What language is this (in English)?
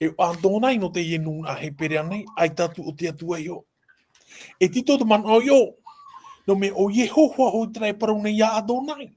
Tahitian